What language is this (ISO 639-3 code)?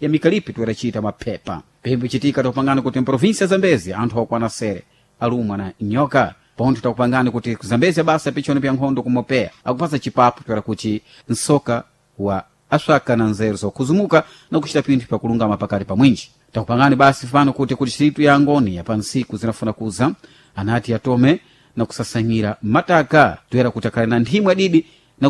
seh